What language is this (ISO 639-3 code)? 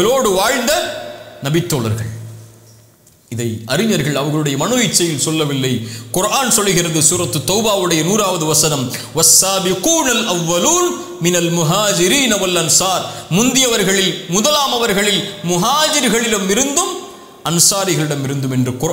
tam